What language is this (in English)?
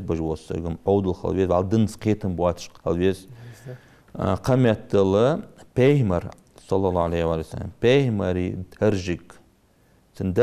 Ingush